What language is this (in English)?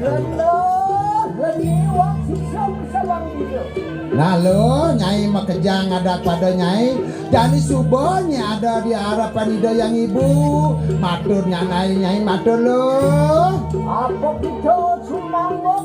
Balinese